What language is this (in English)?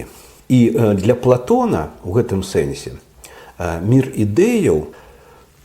Belarusian